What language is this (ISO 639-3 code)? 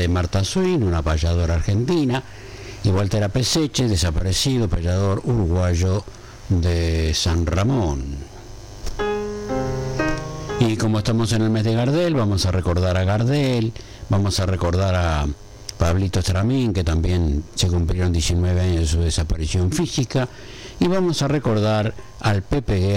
spa